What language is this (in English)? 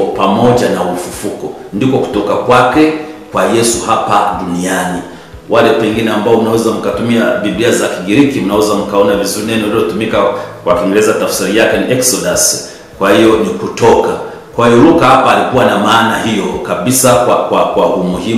Swahili